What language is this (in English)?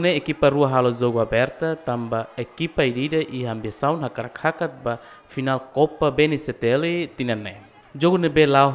Tetum